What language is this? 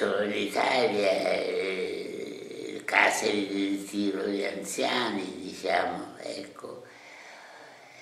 Italian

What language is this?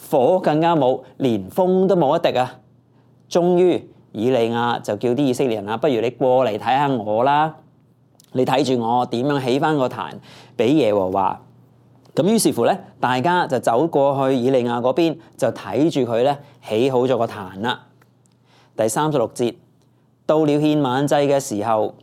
Cantonese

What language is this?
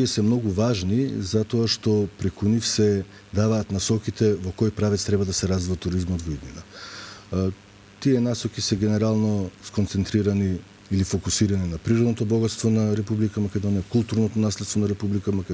Macedonian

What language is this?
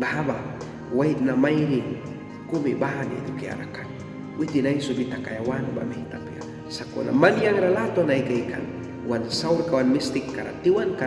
Mískito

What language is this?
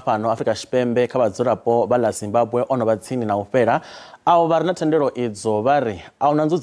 Venda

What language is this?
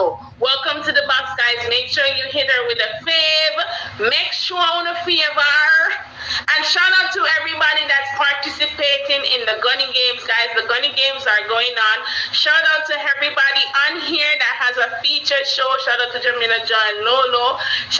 Jamaican Creole English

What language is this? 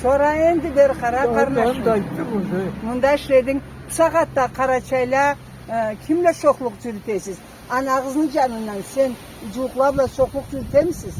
Karachay-Balkar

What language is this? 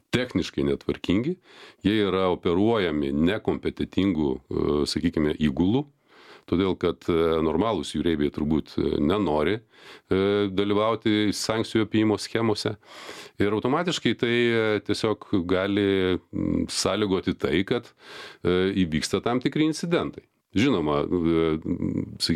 Lithuanian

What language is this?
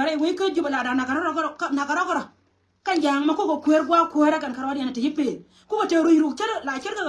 Nuer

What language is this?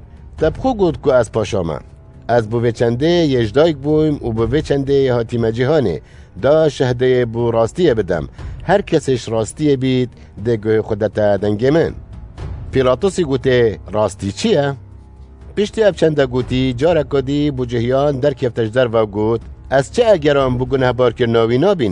Kurdish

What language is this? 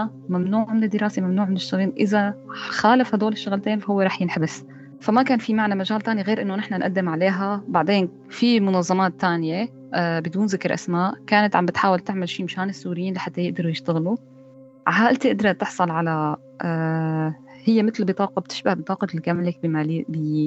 North Levantine Arabic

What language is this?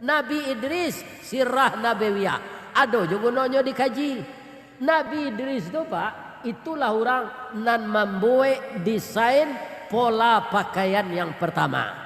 Minangkabau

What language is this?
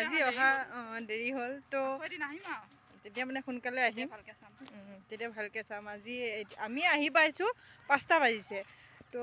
Assamese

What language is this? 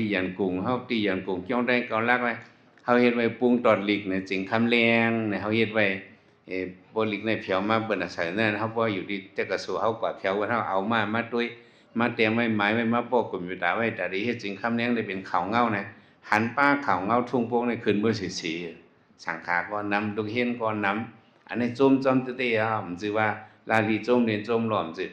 Shan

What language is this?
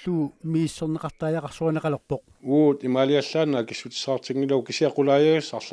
Kalaallisut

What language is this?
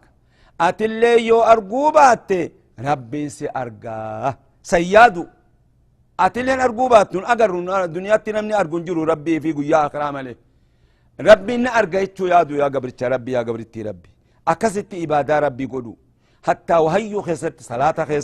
Oromo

